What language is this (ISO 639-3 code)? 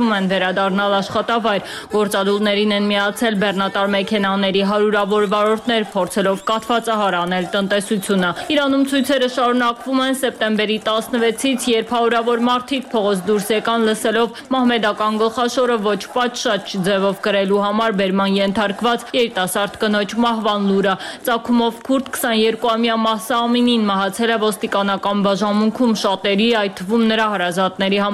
hye